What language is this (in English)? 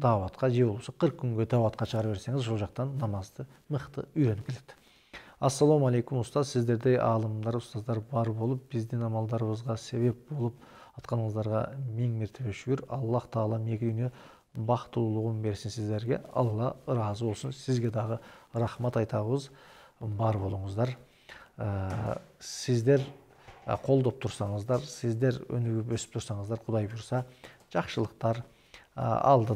Kyrgyz